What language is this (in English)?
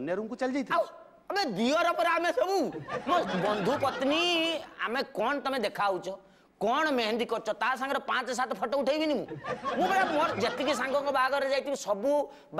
Odia